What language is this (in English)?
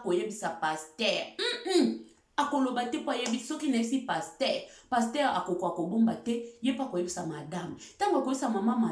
Lingala